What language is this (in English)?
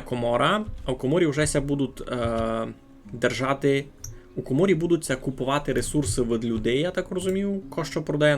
Rusyn